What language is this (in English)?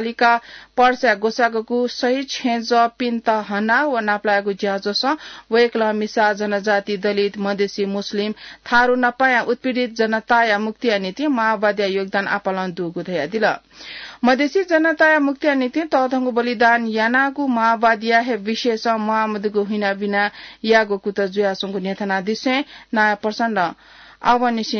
Newari